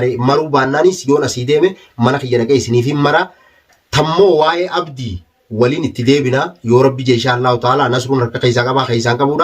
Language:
Oromo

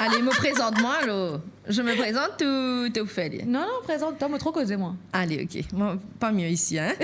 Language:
Morisyen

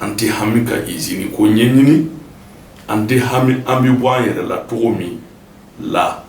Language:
Bambara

